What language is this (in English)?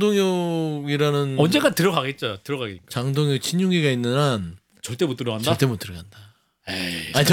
Korean